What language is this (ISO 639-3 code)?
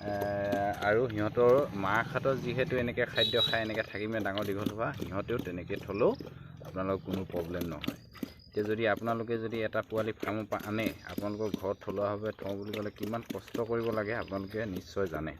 asm